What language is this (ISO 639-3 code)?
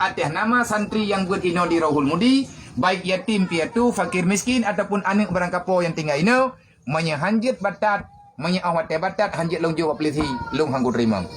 ace